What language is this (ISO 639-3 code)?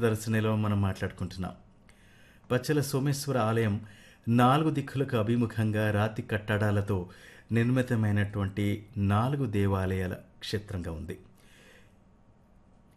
tel